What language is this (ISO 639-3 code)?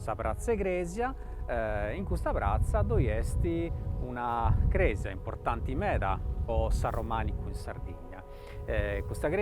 srd